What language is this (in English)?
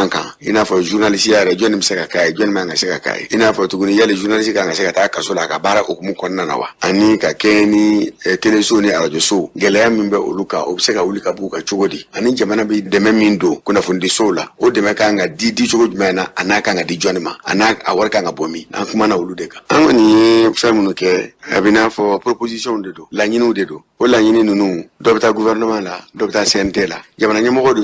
Bambara